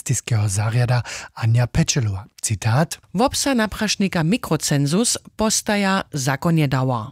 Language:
Upper Sorbian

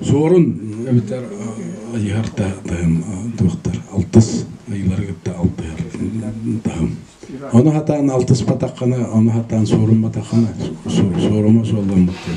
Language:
Yakut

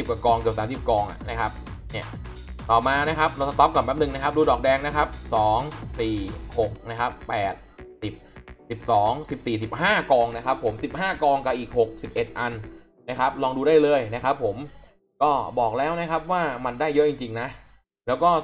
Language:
Thai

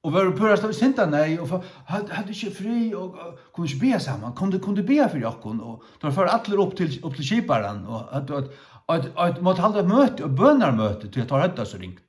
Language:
Faroese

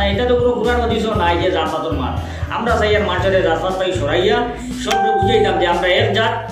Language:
Sylheti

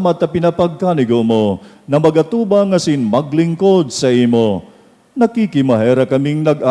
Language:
Bikol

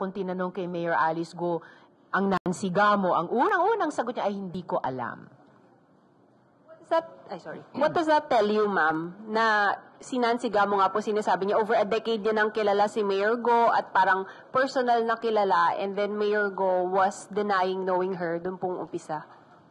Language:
Filipino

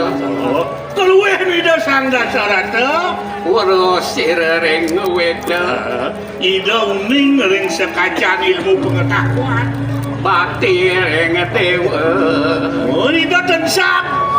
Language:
Balinese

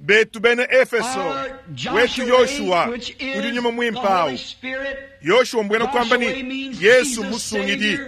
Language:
Luba-Lulua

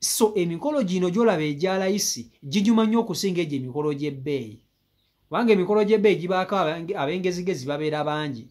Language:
Ganda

